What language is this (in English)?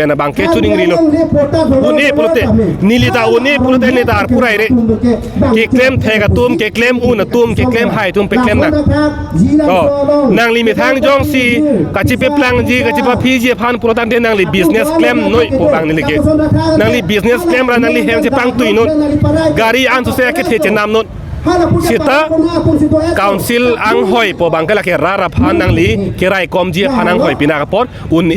Karbi